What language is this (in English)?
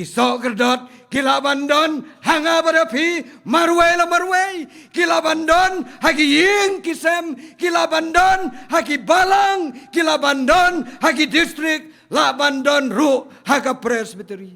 Khasi